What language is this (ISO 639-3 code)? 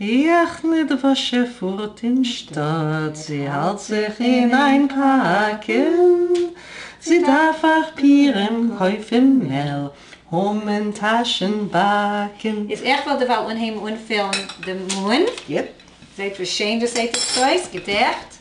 yid